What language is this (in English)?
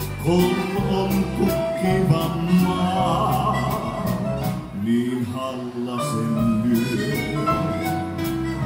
Finnish